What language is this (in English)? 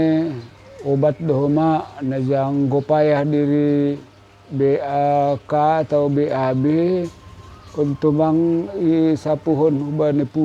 Batak Simalungun